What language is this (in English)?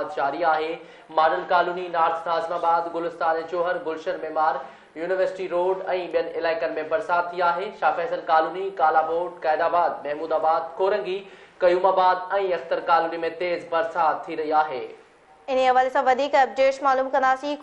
Sindhi